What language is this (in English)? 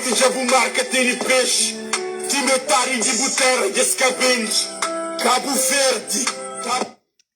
Kabuverdianu